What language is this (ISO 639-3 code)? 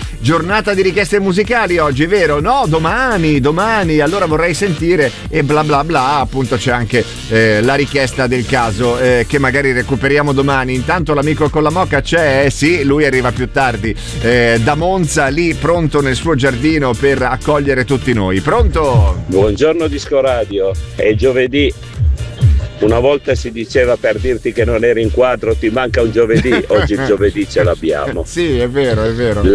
ita